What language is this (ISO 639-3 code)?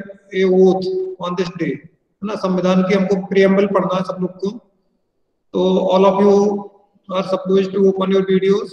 hin